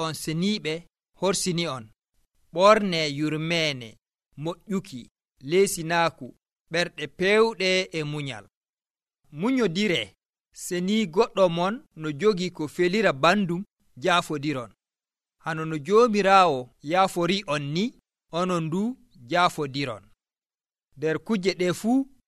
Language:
Nigerian Fulfulde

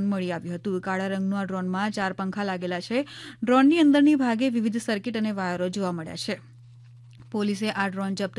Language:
Gujarati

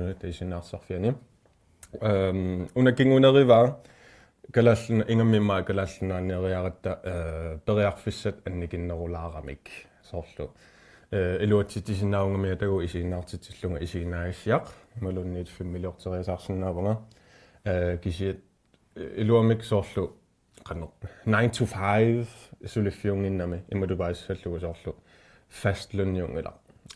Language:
Kalaallisut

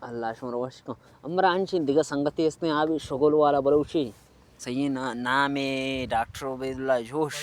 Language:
Baluchi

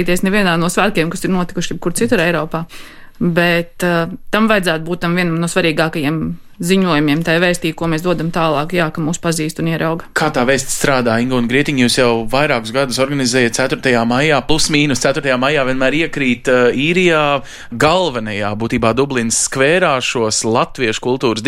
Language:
Latvian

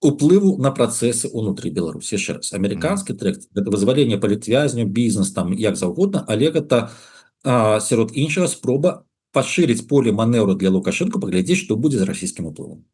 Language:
Belarusian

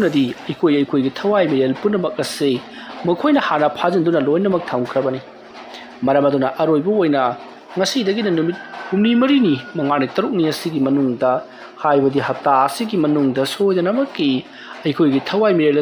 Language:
Manipuri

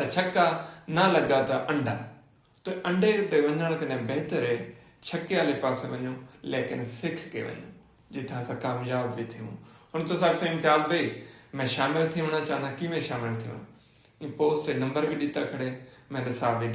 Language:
Saraiki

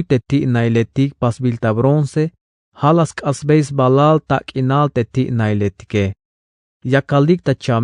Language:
Tzeltal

